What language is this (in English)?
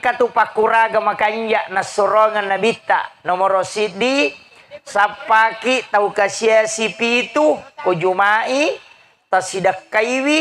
Buginese